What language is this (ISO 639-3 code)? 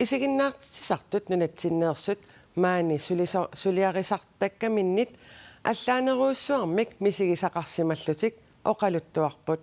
kal